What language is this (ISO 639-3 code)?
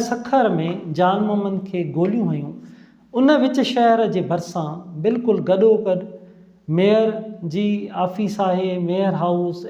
snd